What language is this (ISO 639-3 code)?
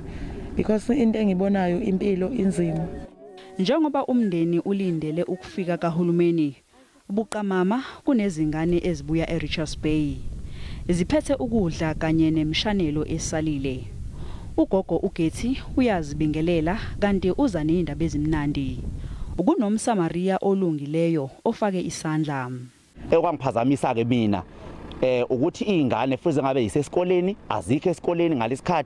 zul